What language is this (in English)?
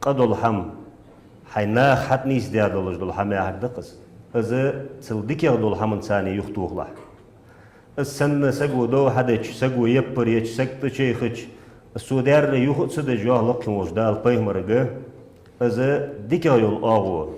Ingush